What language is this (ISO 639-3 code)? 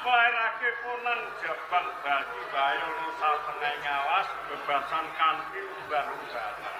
jav